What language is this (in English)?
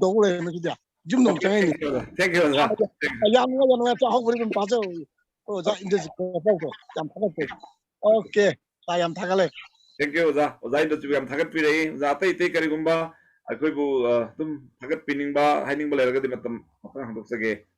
Manipuri